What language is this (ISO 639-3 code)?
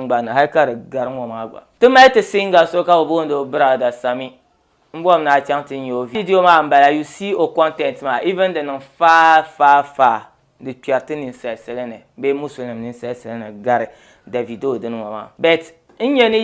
dag